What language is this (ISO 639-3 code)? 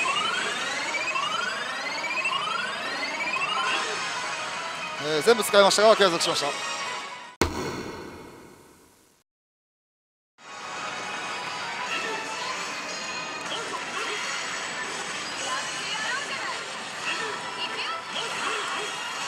jpn